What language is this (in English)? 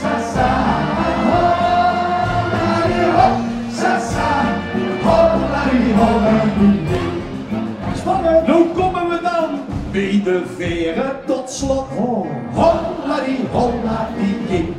Limburgish